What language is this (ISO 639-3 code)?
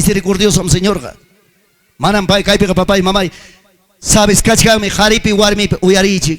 quy